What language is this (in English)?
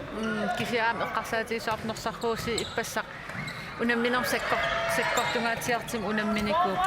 Kalaallisut